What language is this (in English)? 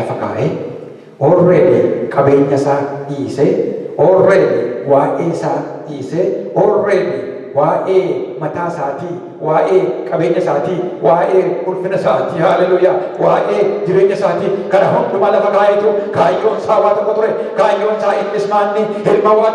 Oromo